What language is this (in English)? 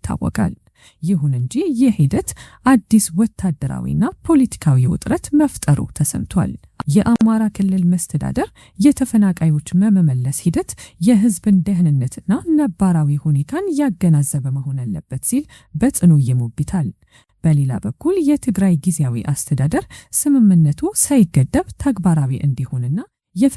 Amharic